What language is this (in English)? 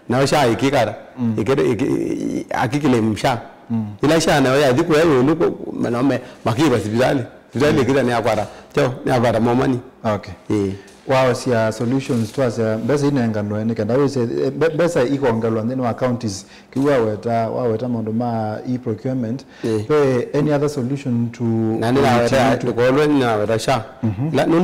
Kamba